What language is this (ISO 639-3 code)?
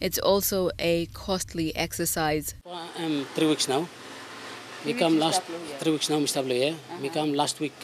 tpi